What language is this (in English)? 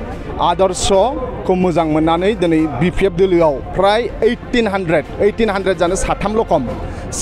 Bodo